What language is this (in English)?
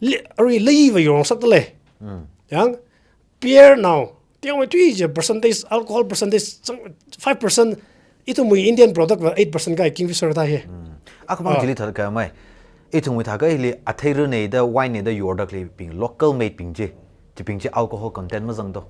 Tangkhul Naga (India)